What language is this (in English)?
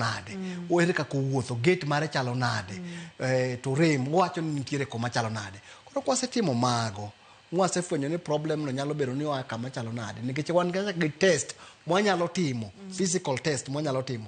Luo (Kenya and Tanzania)